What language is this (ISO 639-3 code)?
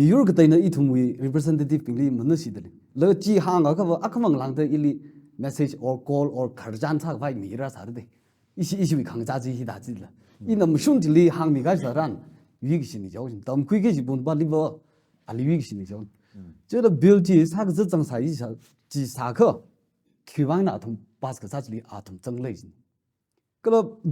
nmf